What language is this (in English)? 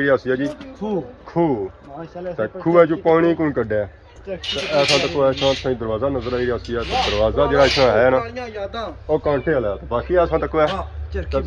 Pahari-Potwari